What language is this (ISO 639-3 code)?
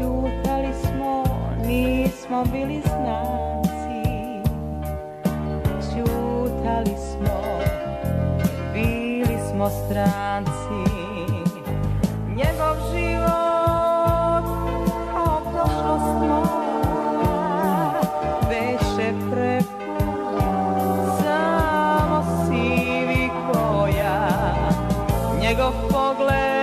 srp